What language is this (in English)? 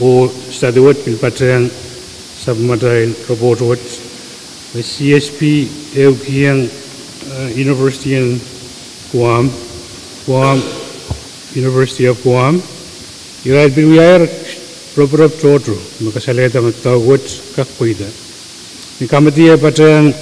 Pohnpeian